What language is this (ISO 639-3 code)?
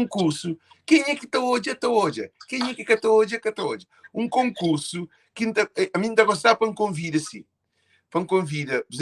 kea